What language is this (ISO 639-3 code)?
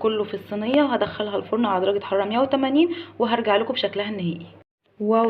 arz